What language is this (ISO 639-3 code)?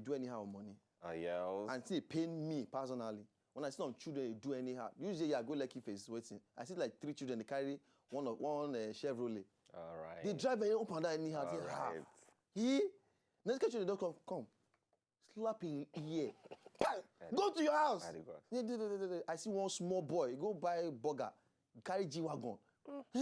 pcm